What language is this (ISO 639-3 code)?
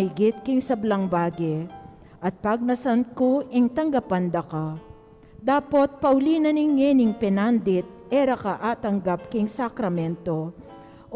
pam